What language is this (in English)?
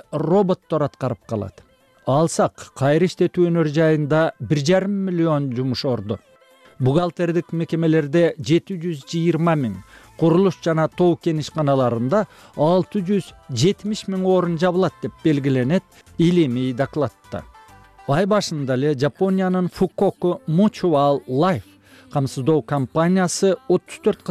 Kyrgyz